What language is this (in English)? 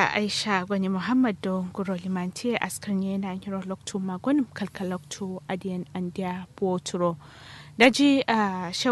Kanuri